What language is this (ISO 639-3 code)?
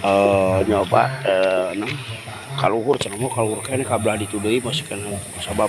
sun